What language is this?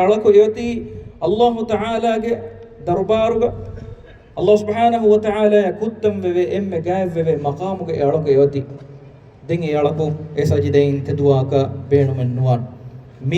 Divehi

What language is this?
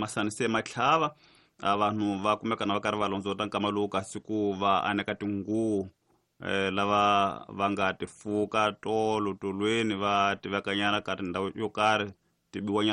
Tsonga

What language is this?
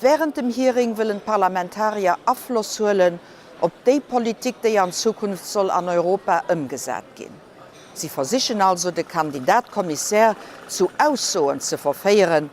Luxembourgish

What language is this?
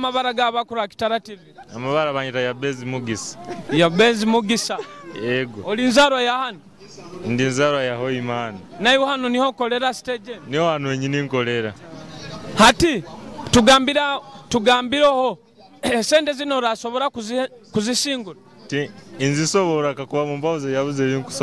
Nyoro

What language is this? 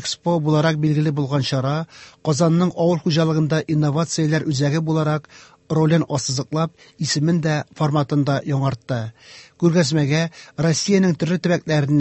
Tatar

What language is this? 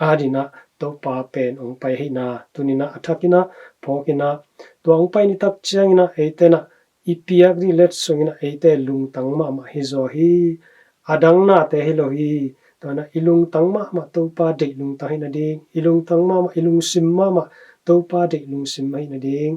Tedim Chin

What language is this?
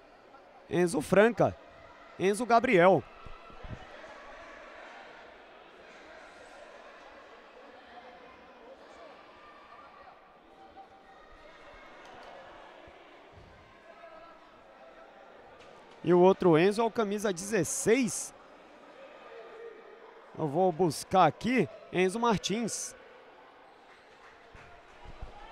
Portuguese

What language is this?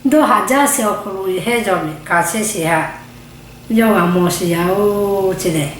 Lahu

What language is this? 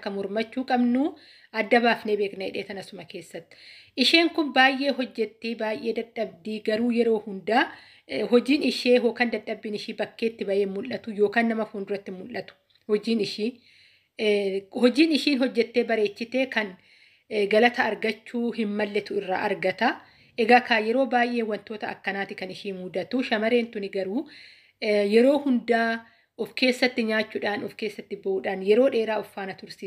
Oromo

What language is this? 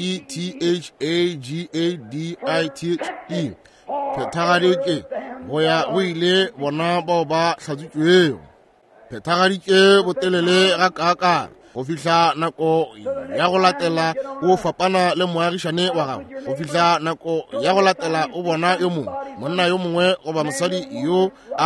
Northern Sotho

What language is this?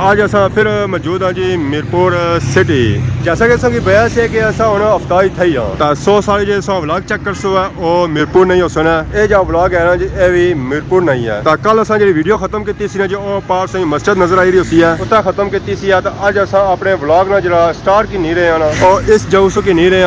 Pahari-Potwari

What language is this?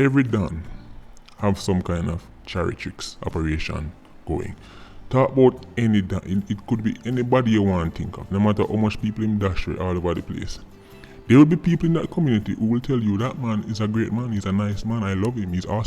Jamaican Creole English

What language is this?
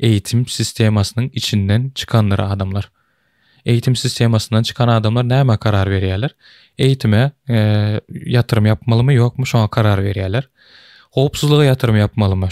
Turkmen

